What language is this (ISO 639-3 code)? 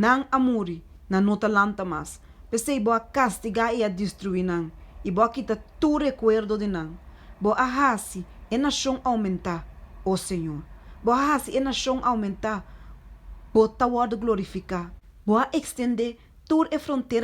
pap